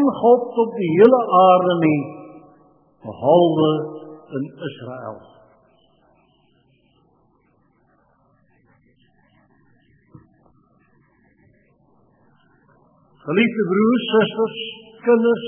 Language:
Afrikaans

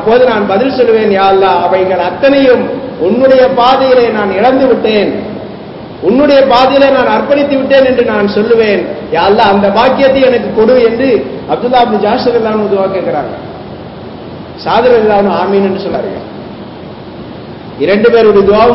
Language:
Tamil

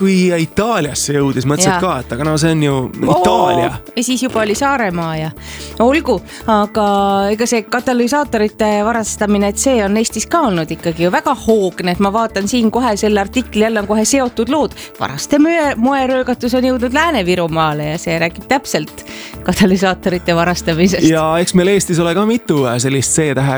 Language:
Estonian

